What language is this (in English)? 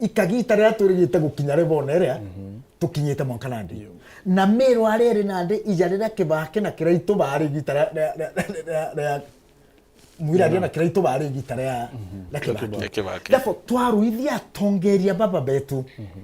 Meru